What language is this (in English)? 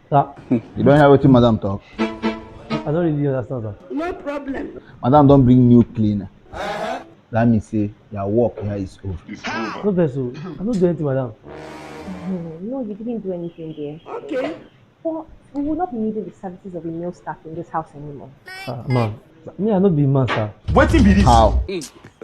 Nigerian Pidgin